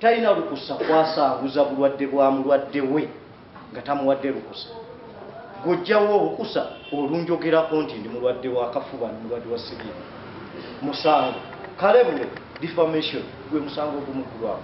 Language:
Ganda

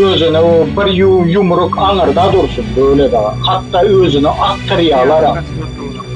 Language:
Turkmen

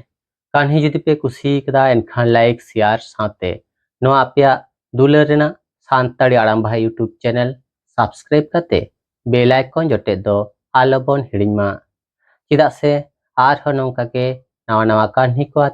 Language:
Santali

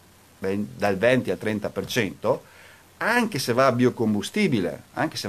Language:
Italian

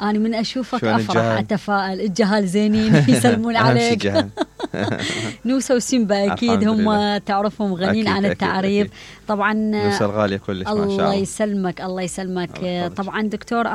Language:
Mesopotamian Arabic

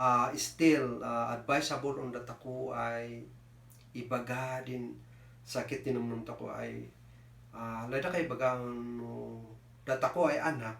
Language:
Kankanaey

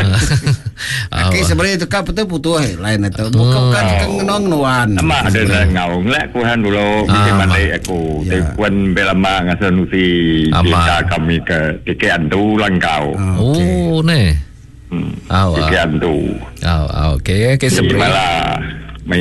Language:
Iban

